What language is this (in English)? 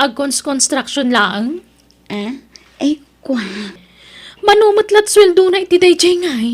Iloko